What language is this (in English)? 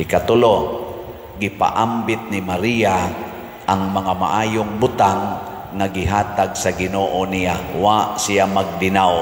Cebuano